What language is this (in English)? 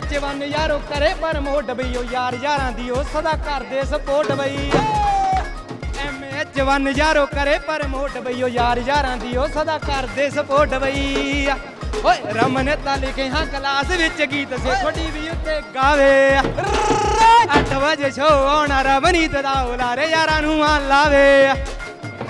Punjabi